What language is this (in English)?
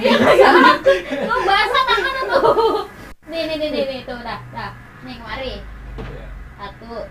Betawi